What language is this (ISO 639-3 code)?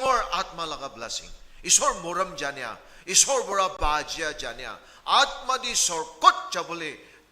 nag